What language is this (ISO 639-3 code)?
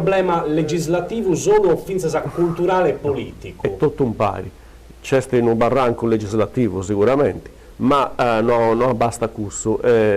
srd